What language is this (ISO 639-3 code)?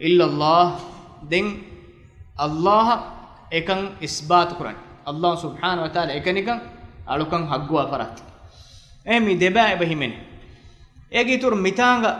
div